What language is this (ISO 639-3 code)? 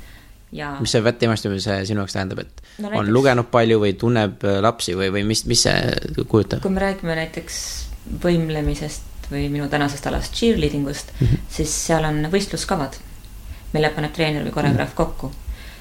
est